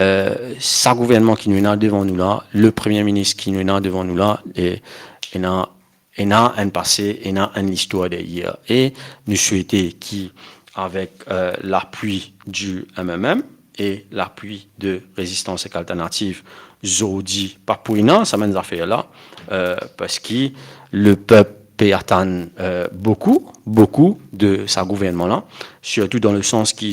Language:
Morisyen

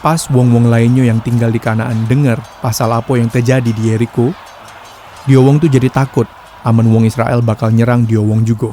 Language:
Musi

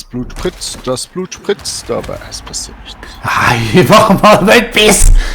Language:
Swiss German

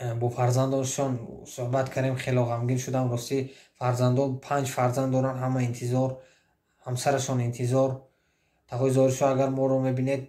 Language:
Tajik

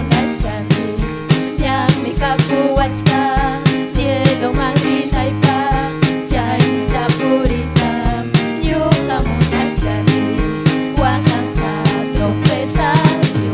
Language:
Ayacucho Quechua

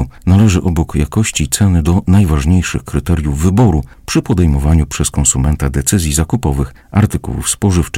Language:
Polish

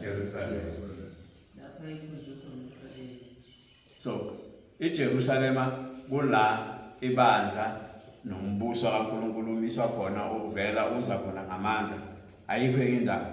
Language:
Zulu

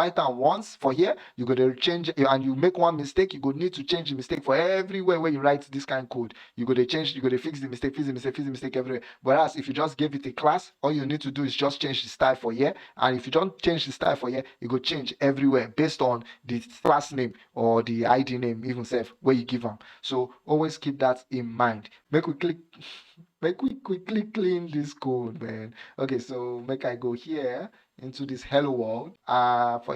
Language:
Nigerian Pidgin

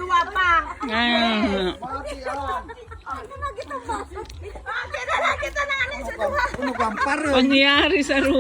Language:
Bikol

